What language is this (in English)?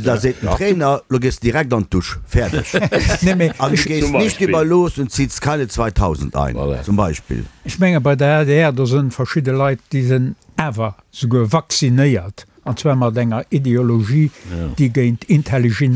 Luxembourgish